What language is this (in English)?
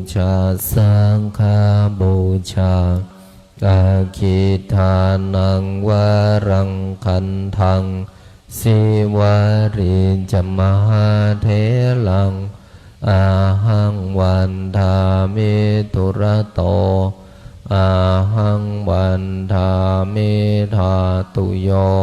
Pali